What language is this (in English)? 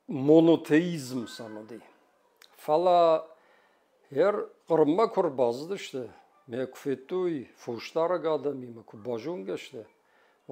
Ossetic